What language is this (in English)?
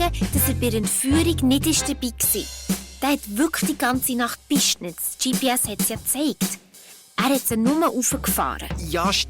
Swiss German